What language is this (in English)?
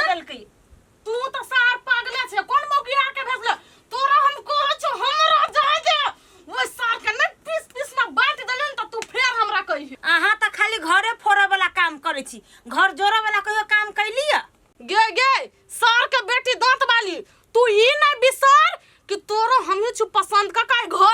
Maithili